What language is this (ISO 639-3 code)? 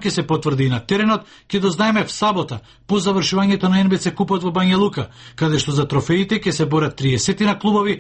mkd